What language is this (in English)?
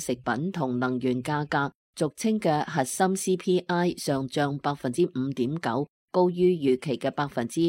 Cantonese